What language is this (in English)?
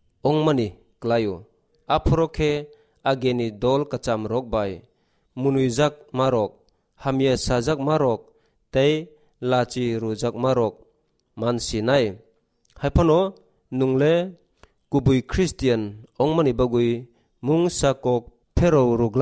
Kok Borok